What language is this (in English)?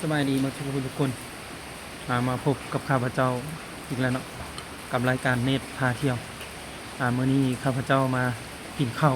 Lao